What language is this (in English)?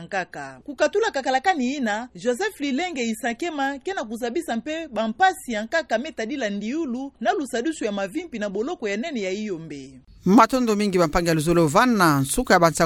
Kituba (Democratic Republic of Congo)